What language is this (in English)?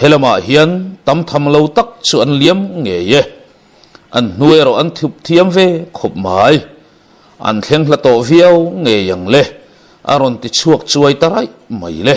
Mizo